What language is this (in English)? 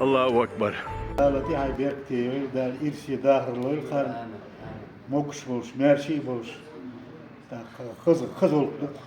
Chechen